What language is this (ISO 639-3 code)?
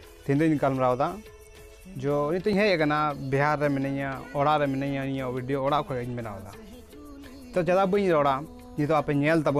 sat